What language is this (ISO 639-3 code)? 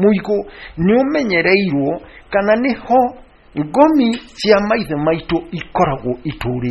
kik